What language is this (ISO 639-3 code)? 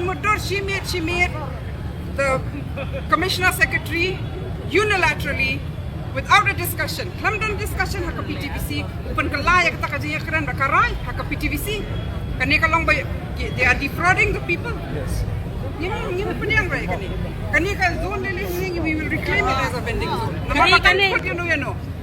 kha